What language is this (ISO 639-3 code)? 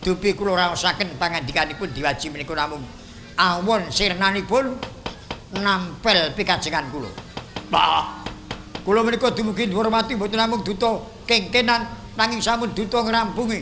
jav